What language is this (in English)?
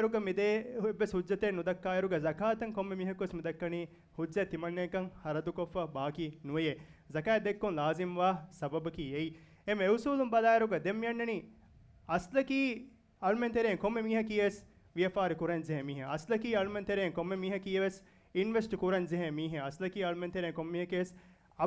Divehi